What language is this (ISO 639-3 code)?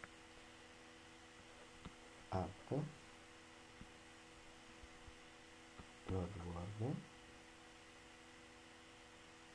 ita